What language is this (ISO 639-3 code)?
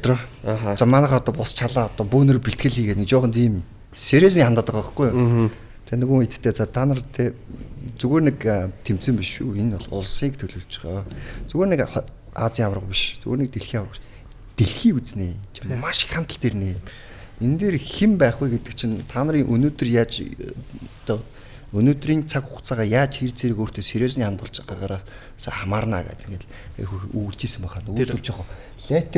mon